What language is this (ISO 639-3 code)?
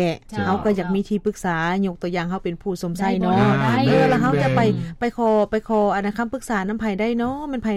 lao